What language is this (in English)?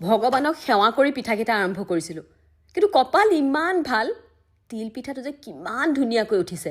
Assamese